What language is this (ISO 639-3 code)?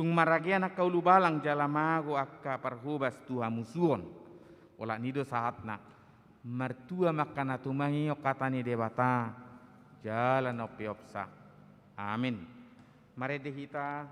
bbc